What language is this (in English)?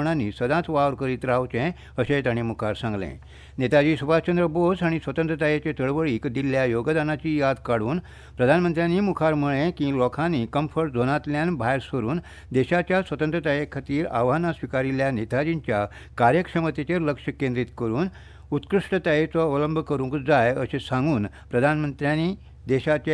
Konkani